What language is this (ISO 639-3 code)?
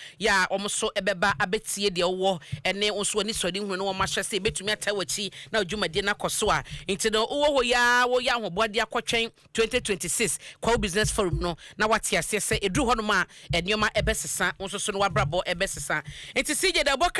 aka